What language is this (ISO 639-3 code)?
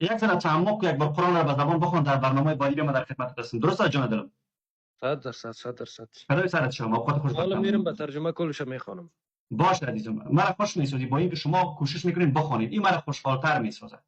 fas